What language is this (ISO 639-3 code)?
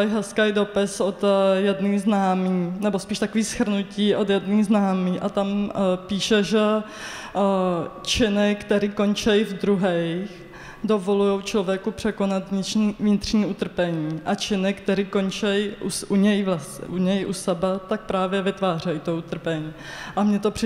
ces